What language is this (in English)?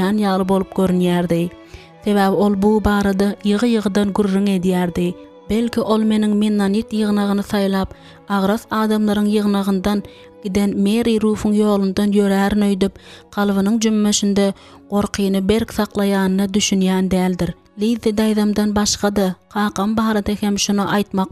Turkmen